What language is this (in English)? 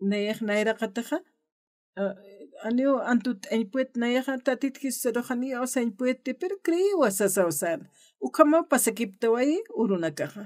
Aymara